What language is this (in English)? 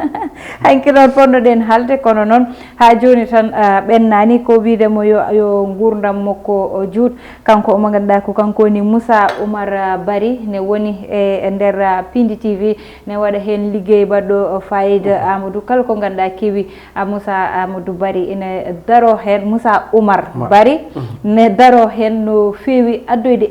Fula